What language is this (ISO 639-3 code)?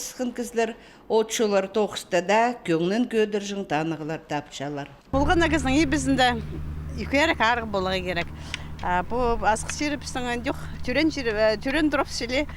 kjh